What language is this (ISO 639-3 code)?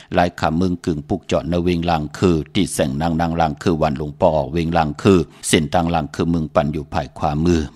shn